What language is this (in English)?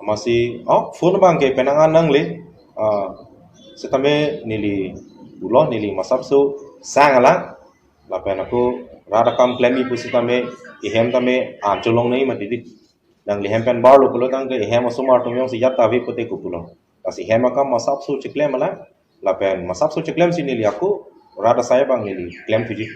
Karbi